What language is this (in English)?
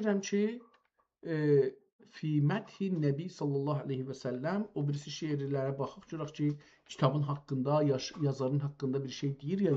South Azerbaijani